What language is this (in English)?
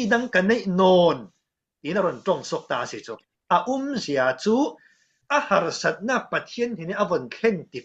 Falam Chin